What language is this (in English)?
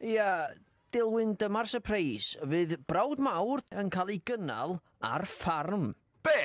Welsh